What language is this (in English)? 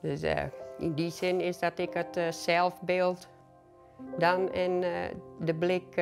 Western Frisian